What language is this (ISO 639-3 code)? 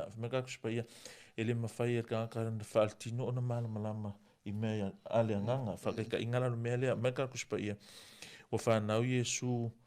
smo